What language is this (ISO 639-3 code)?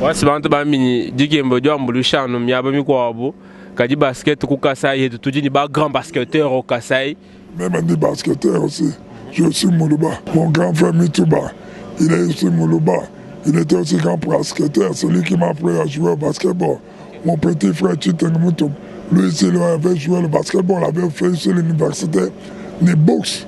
lua